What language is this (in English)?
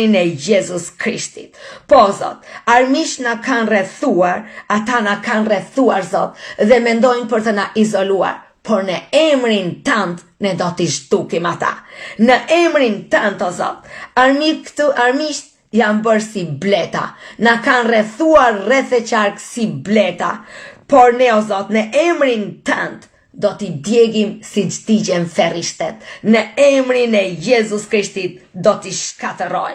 Albanian